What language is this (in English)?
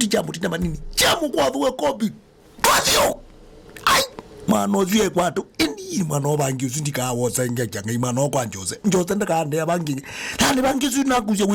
Kamba